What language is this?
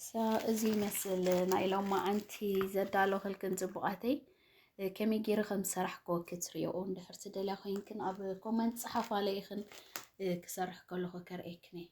Tigrinya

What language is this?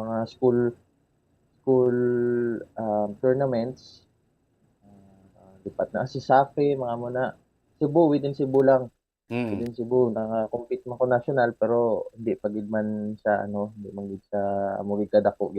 Hiligaynon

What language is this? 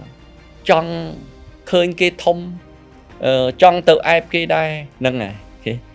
Khmer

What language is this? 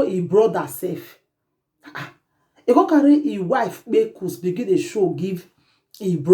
Nigerian Pidgin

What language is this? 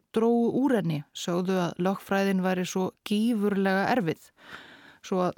Icelandic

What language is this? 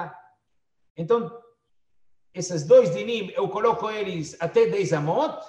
Portuguese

